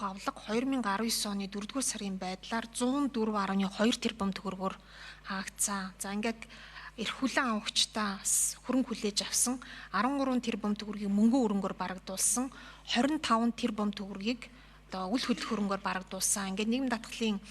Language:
Mongolian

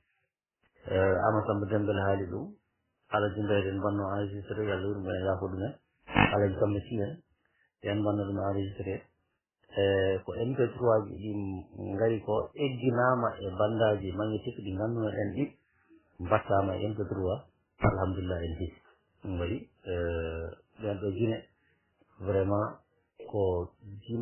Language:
Fula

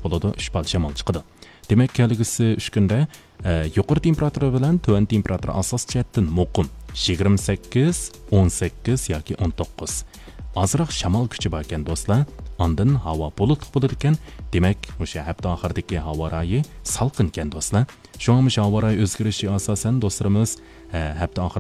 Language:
Uyghur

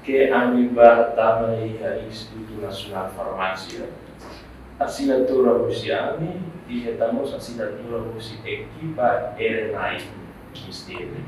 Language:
Tetum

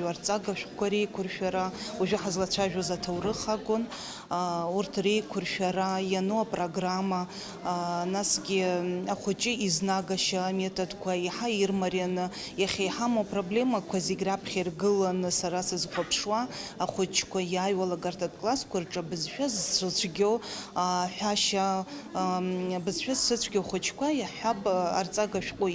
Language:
Abkhazian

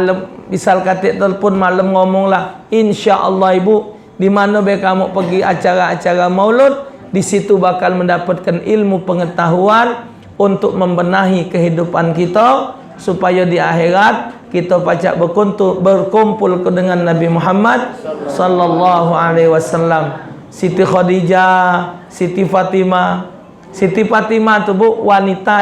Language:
Musi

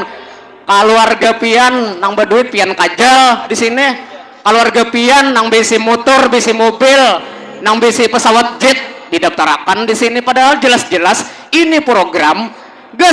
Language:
Banjar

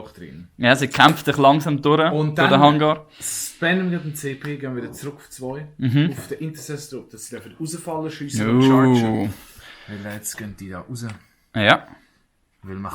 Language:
Swiss German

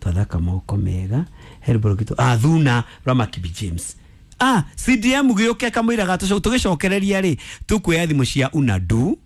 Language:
Kikuyu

